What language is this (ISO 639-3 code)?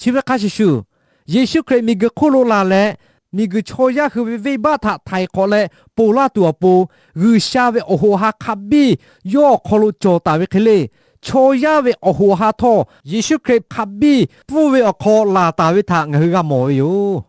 lhu